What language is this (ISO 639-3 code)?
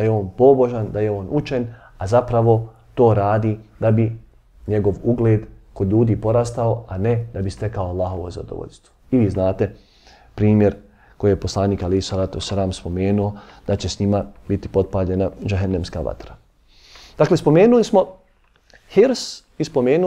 bos